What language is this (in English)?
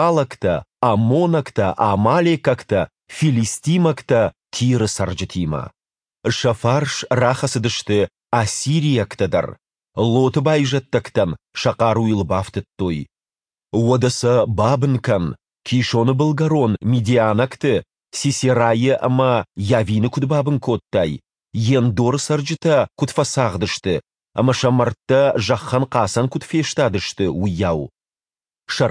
Ossetic